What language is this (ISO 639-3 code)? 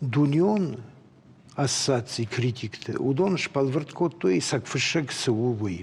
oss